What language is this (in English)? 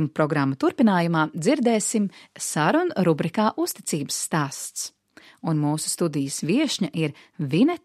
Latvian